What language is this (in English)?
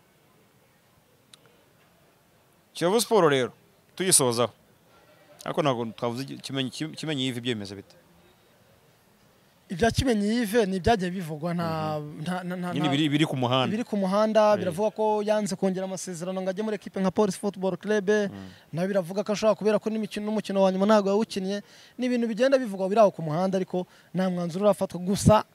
Kinyarwanda